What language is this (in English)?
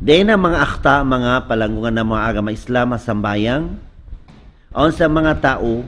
Tausug